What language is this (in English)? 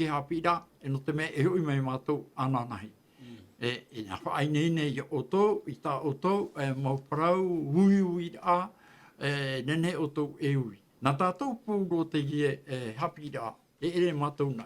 Tahitian